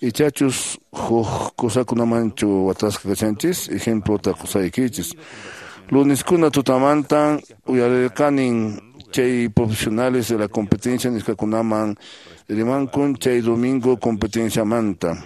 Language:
Quechua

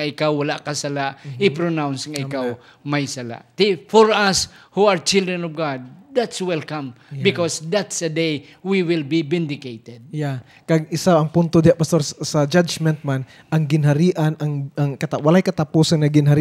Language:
Hiligaynon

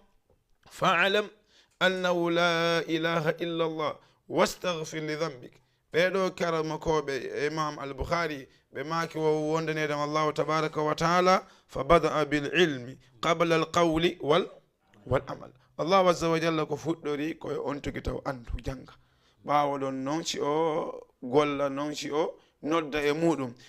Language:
Fula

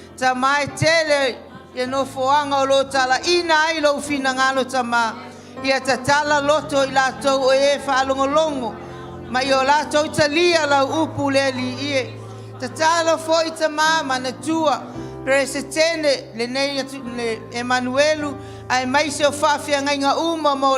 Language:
Samoan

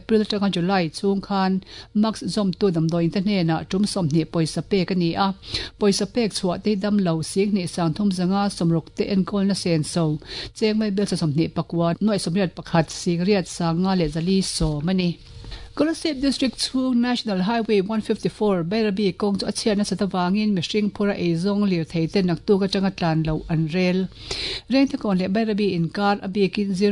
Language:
Mizo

